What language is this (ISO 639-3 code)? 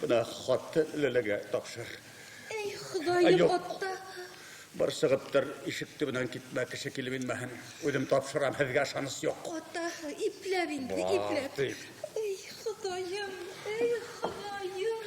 bak